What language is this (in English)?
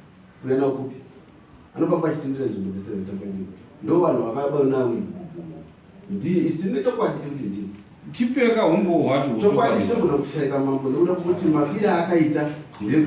Shona